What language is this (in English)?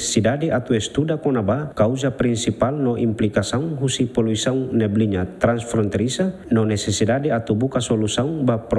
Tetum